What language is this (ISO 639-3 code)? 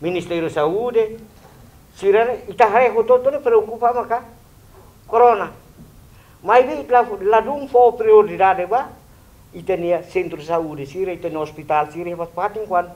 tet